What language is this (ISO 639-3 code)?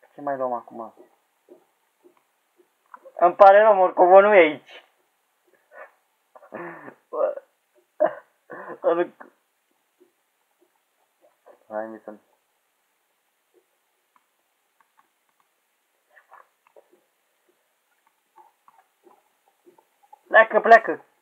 ron